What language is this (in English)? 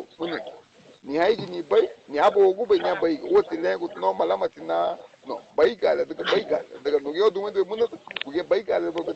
Garifuna